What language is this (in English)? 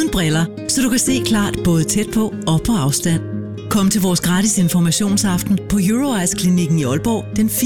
Danish